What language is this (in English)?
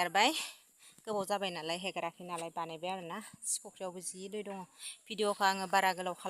Bodo